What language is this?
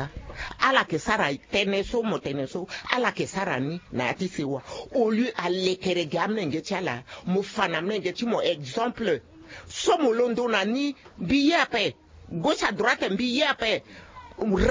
Sango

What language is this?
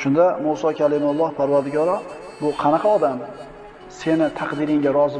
Uzbek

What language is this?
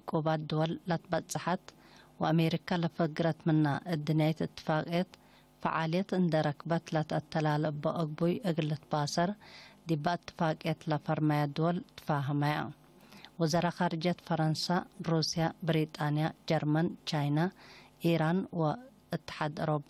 Tigre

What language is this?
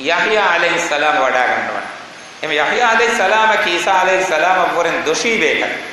Divehi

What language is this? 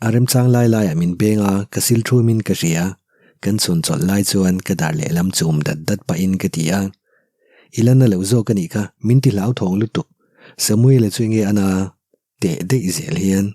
Mizo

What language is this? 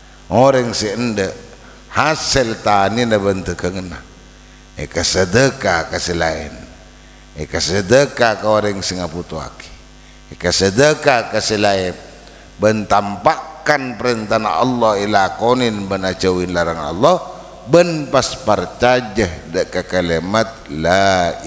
Madurese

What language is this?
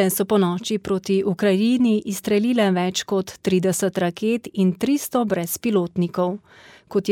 Slovenian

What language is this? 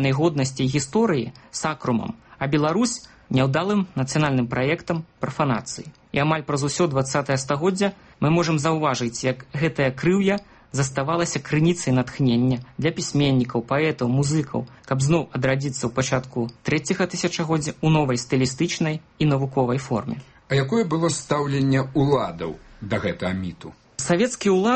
Belarusian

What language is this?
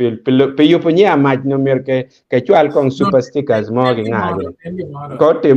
Acoli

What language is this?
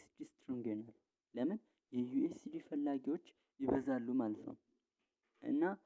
Amharic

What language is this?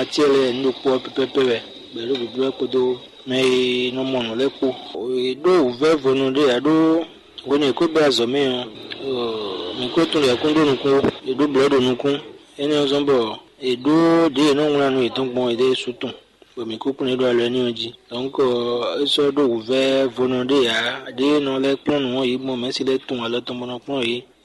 Fon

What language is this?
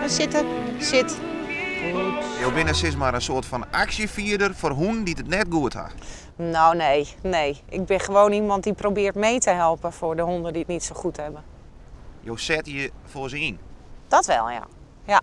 Western Frisian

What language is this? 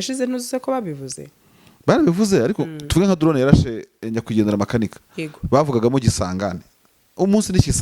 Kinyarwanda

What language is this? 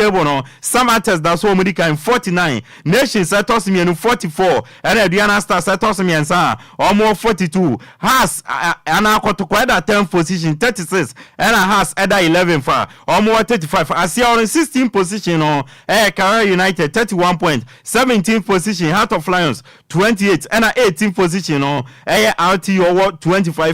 Akan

